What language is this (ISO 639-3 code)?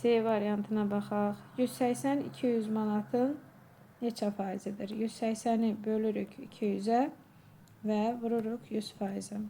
aze